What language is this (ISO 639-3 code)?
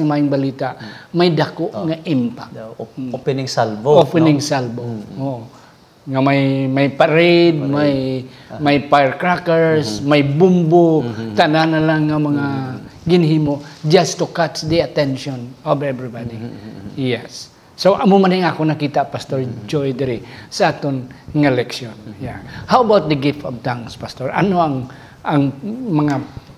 hil